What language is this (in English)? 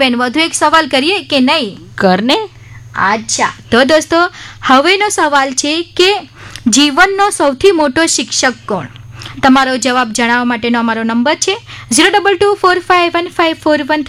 Gujarati